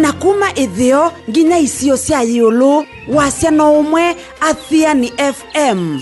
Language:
Kamba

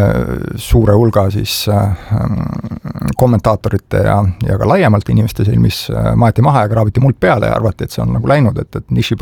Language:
Estonian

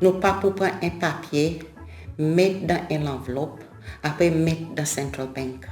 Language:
Seselwa Creole French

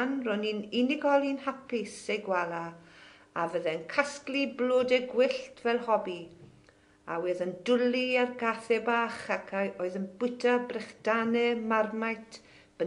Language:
Welsh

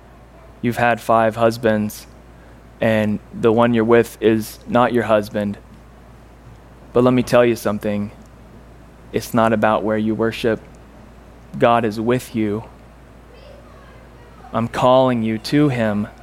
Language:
English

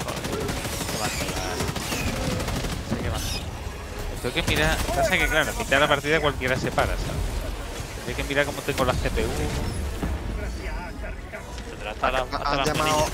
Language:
Spanish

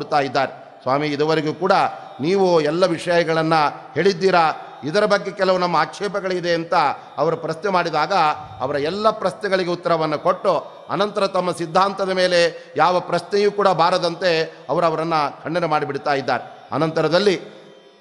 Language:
Kannada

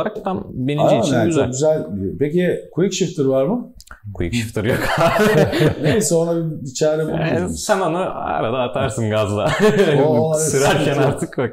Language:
Turkish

